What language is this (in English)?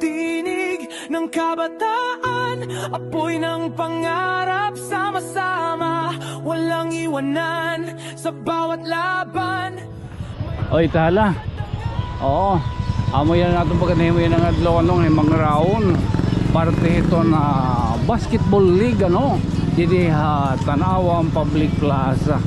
Waray